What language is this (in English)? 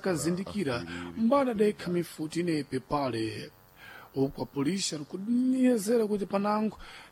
Sena